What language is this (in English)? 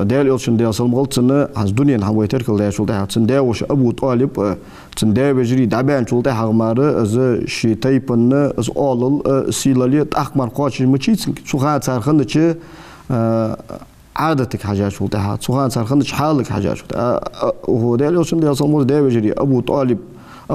Ingush